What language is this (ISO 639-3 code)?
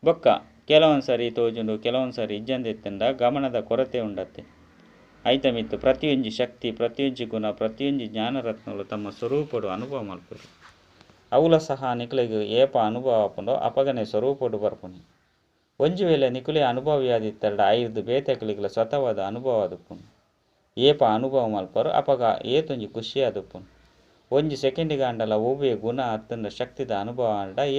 tcy